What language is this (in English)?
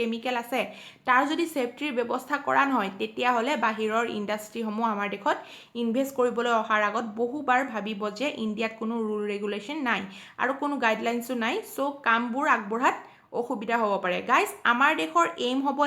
Assamese